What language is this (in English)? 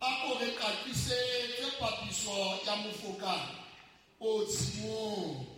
Southern Sotho